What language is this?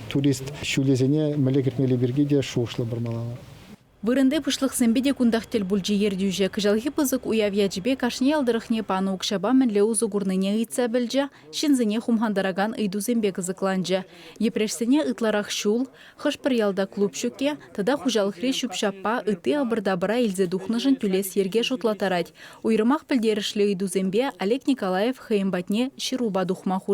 Chuvash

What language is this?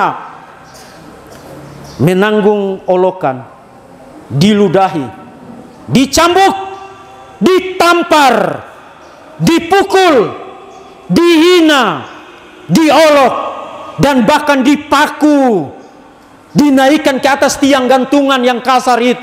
Indonesian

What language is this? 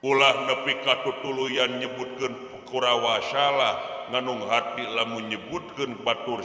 Sundanese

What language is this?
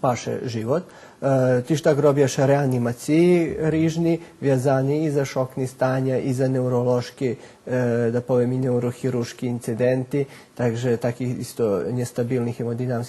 Rusyn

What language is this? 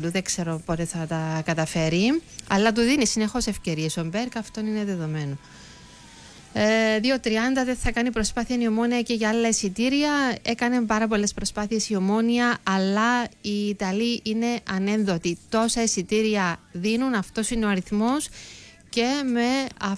Greek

